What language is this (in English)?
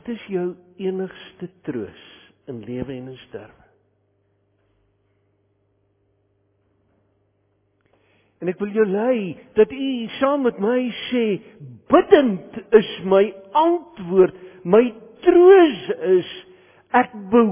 Afrikaans